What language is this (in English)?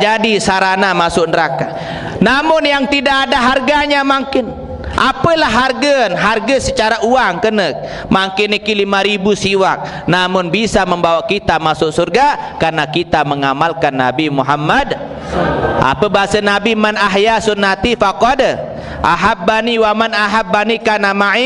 Sasak